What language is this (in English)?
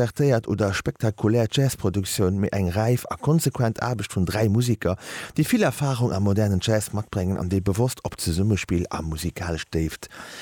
Luxembourgish